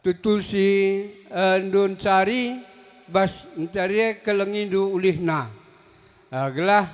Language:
Batak Karo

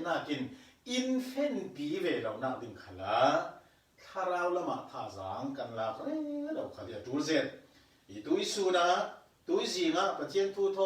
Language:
Falam Chin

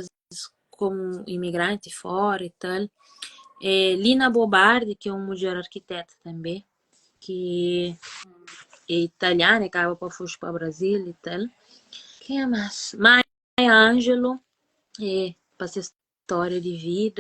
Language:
Kabuverdianu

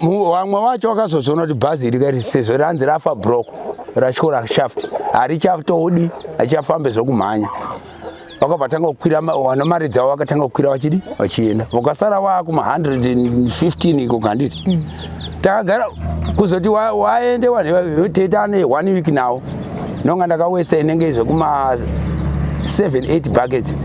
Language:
Shona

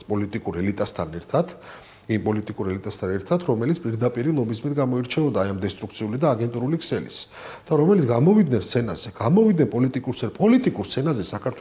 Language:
Georgian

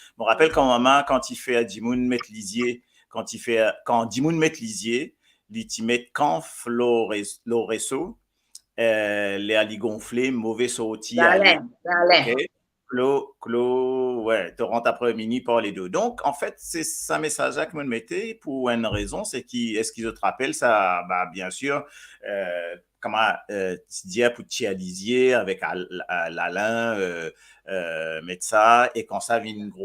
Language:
Morisyen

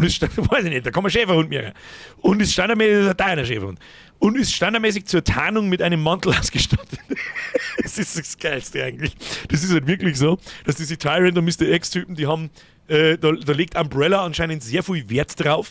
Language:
Bavarian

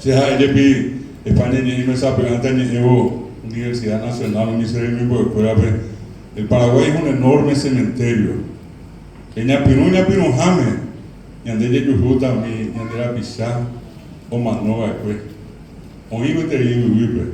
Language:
Guarani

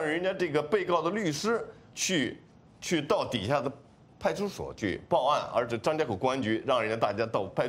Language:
Chinese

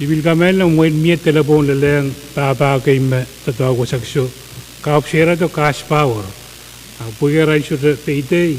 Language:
Pohnpeian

